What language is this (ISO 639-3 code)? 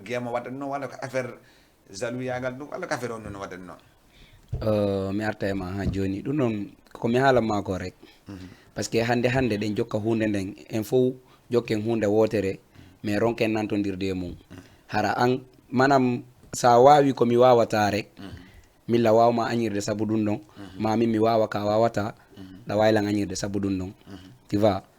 ful